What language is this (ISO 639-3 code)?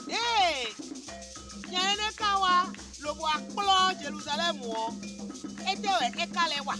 fon